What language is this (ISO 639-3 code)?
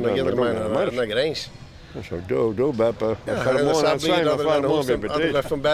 fry